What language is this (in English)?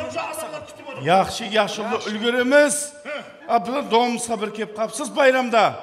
Kara-Kalpak